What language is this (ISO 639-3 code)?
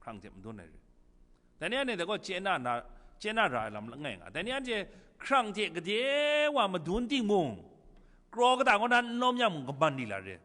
kac